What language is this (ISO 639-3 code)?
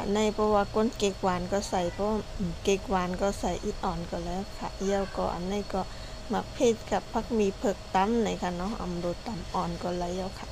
shn